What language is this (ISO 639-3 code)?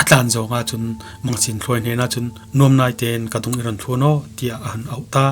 cfm